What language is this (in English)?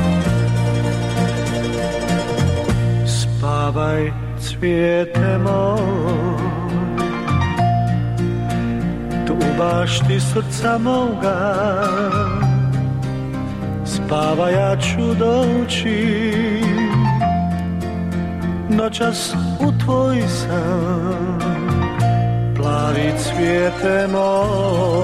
Bosnian